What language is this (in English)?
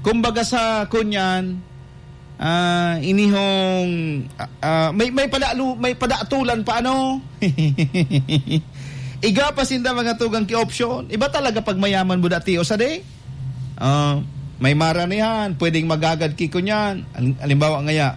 Bikol